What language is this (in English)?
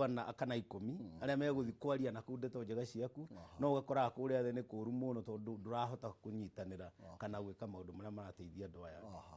Kikuyu